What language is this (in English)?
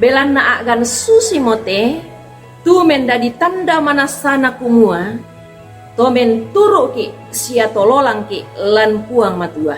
Toraja-Sa'dan